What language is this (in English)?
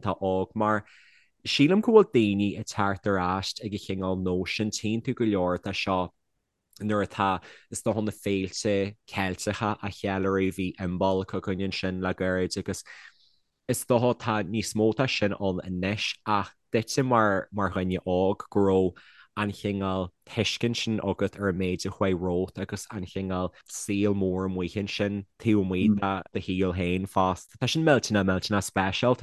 Irish